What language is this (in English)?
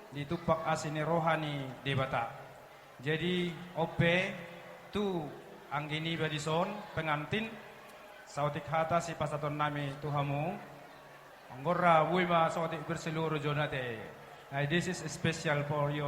Batak Toba